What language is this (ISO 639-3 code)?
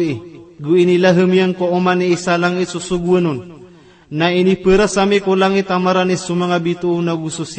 mrw